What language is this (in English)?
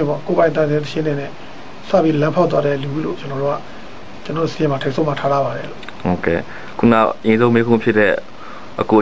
Burmese